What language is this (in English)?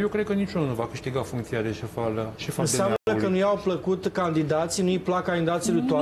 Romanian